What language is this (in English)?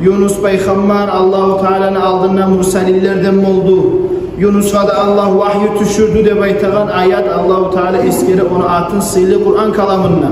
Kumyk